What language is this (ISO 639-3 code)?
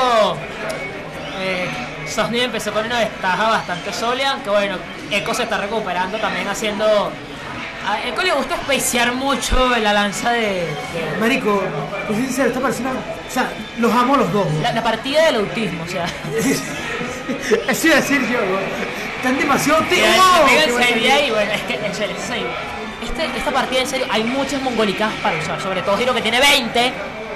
spa